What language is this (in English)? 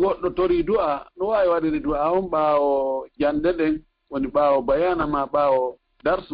Fula